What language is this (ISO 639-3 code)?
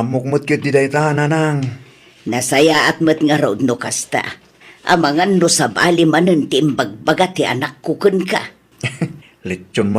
ilo